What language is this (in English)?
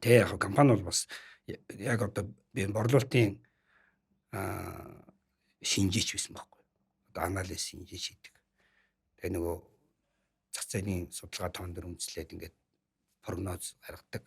Mongolian